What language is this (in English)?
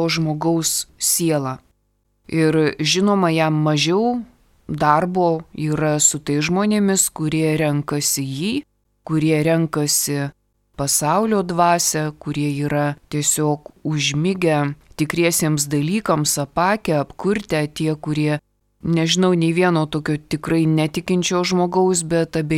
Lithuanian